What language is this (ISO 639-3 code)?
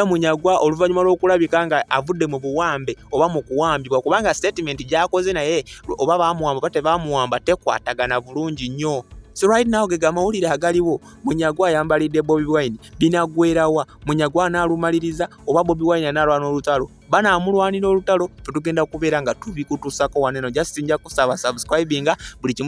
lug